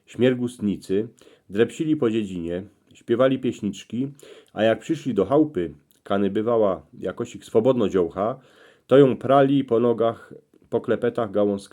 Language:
Silesian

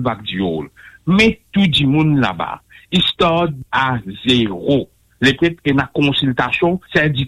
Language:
Morisyen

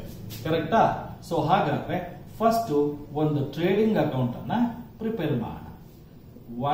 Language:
Kannada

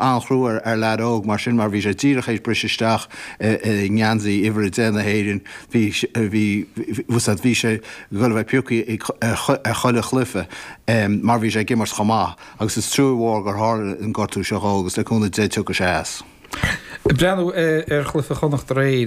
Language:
Irish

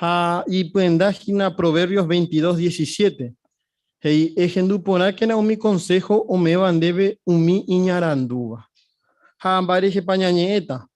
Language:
Guarani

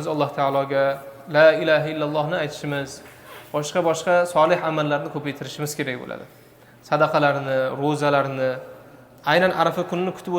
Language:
Uzbek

